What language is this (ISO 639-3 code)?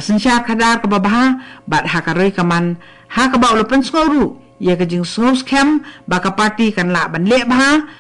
kha